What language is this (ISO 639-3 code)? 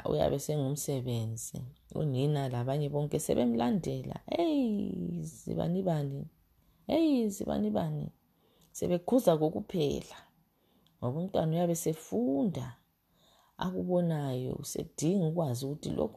nde